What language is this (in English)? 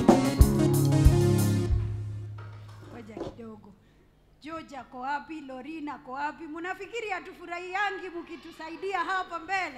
Swahili